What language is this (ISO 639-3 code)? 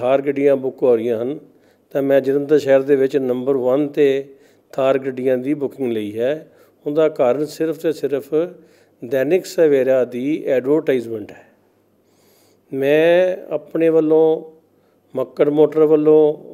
pan